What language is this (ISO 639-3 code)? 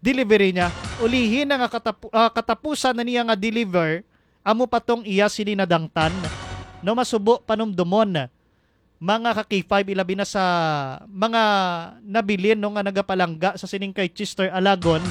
hil